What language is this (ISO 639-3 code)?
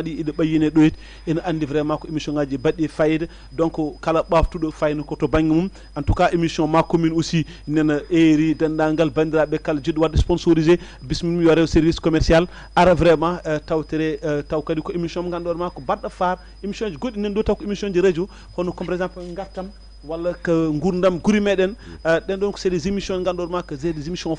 ful